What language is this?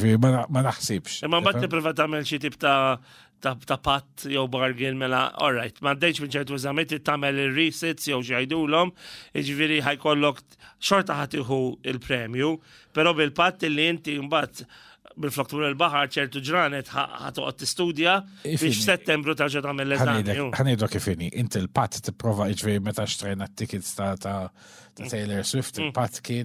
Maltese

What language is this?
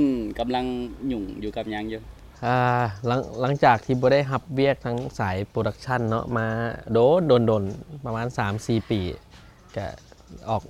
Lao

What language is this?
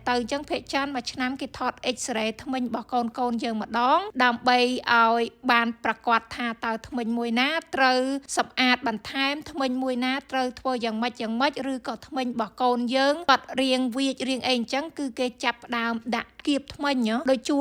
Khmer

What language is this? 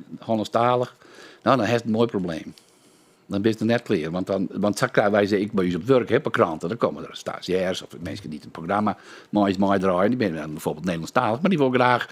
Western Frisian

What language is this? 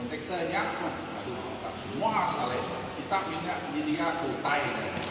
Iban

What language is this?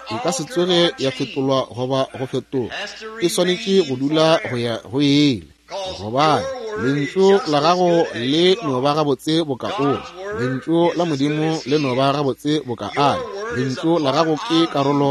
Northern Sotho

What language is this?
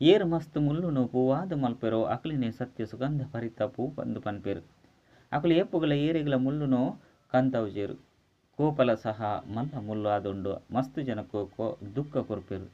Tulu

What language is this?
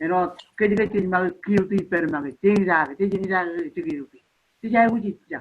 Marshallese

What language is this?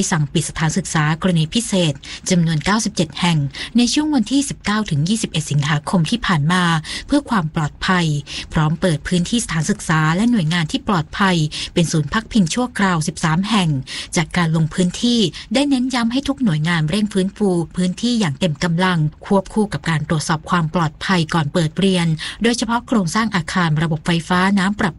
Thai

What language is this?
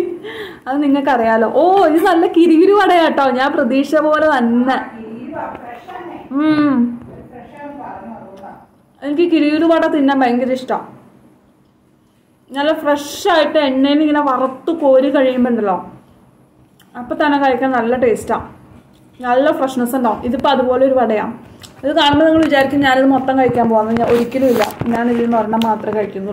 Malayalam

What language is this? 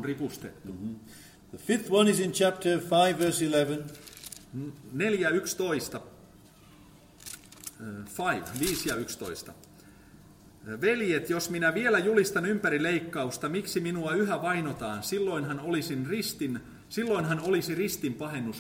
Finnish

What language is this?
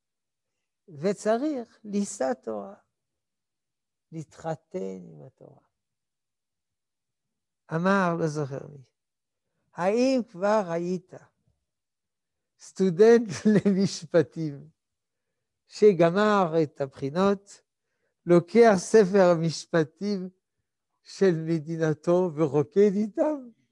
Hebrew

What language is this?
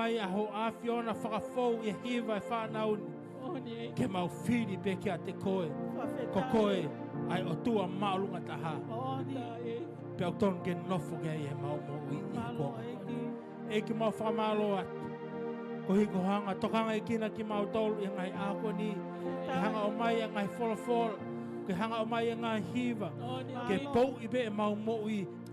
Tongan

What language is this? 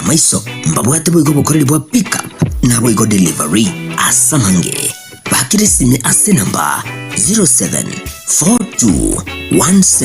Gusii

